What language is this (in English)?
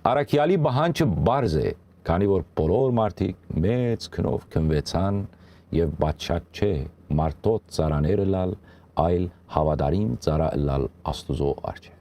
Western Armenian